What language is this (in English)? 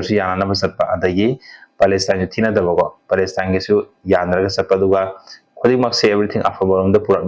Manipuri